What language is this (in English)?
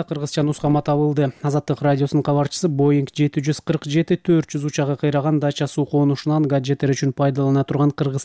Kyrgyz